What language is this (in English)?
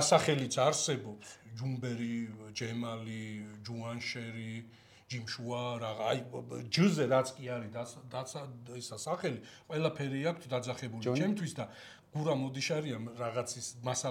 Georgian